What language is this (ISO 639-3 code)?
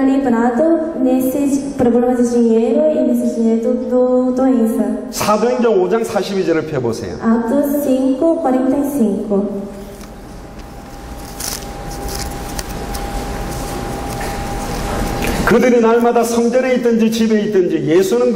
kor